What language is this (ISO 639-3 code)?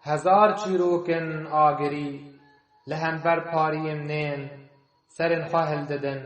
kur